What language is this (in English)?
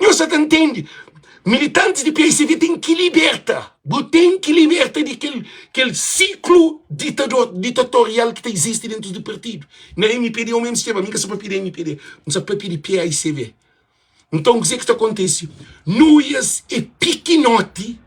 Kabuverdianu